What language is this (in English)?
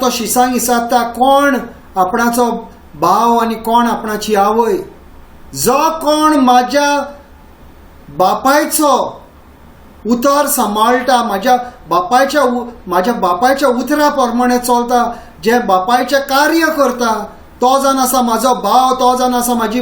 Konkani